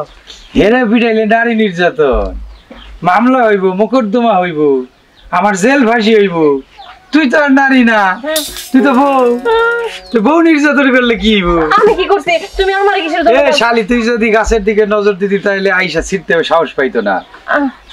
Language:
Bangla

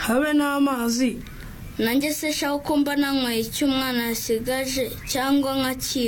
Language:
Kinyarwanda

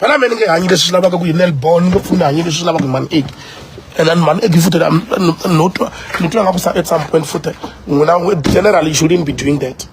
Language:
Tsonga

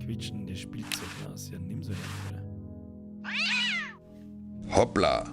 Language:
Bavarian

